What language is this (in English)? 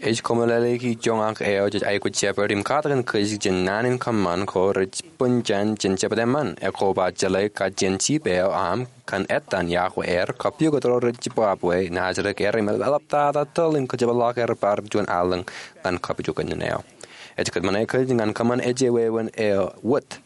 Marshallese